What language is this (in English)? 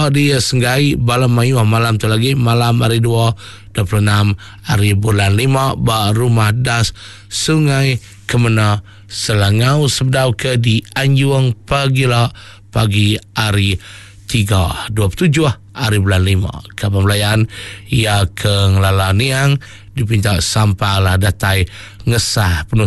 Iban